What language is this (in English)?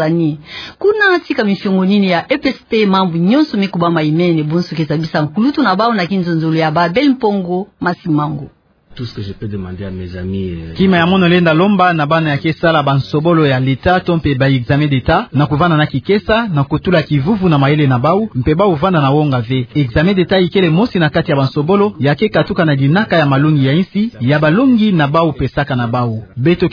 Kituba (Democratic Republic of Congo)